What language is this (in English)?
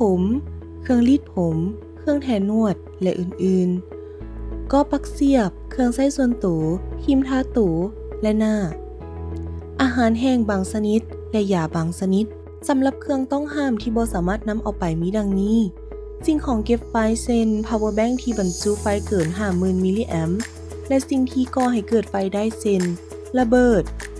Lao